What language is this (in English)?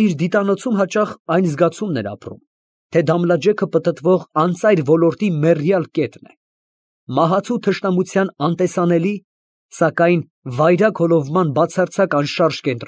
Armenian